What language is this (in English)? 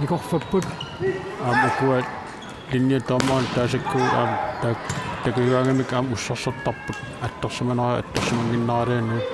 Kalaallisut